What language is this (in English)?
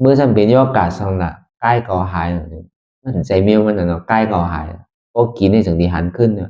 Shan